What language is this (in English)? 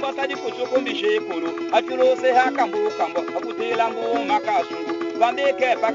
Tetela